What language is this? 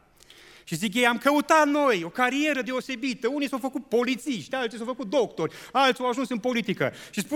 Romanian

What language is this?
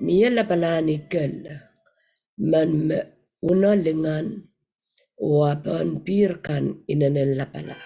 Pohnpeian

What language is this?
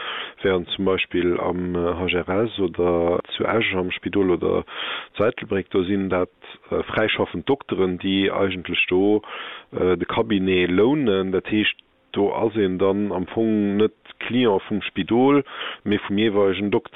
Luxembourgish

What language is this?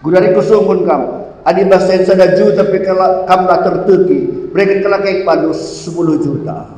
Batak Karo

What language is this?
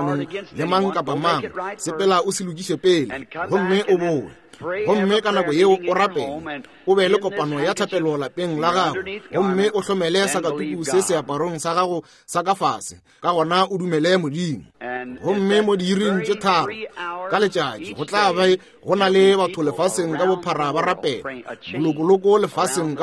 Northern Sotho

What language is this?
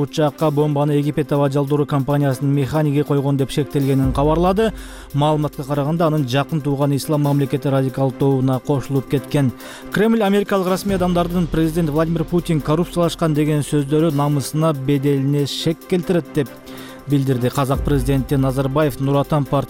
Kyrgyz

